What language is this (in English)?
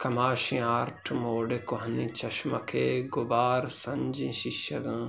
Baluchi